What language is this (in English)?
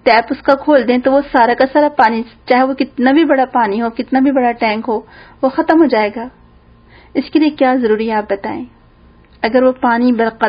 Urdu